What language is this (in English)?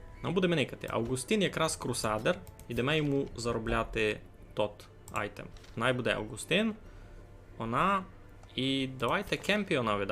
Rusyn